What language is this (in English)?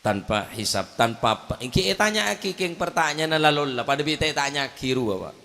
Madurese